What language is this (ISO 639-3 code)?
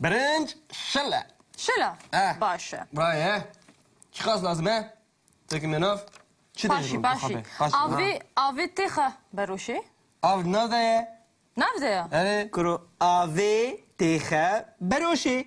kur